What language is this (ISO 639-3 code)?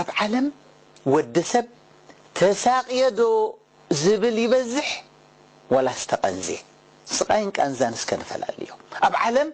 tir